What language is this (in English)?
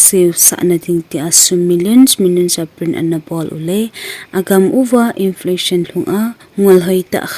Thado Chin